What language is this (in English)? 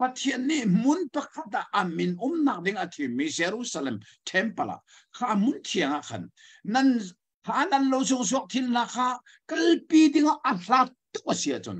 Hakha Chin